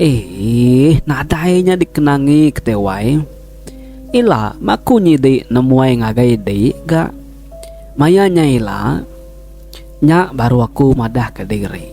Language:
Iban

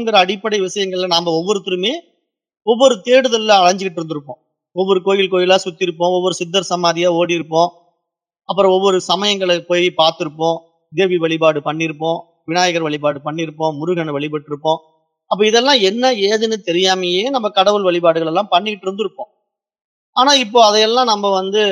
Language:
Tamil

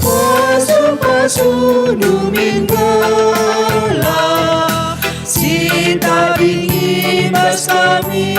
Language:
Batak Karo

